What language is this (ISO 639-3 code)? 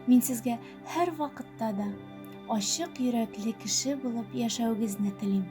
bak